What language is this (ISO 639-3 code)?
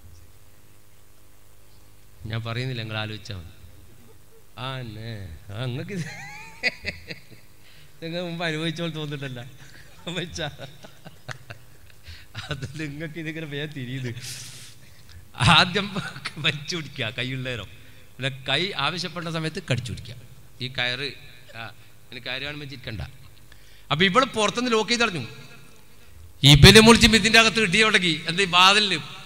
mal